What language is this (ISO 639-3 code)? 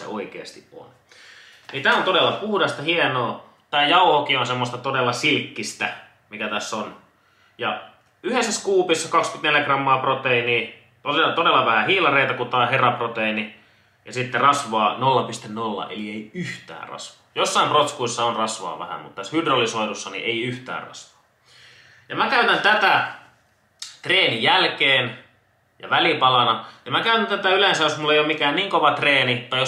fin